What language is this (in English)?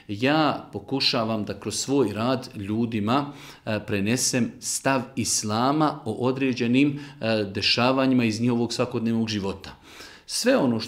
Bosnian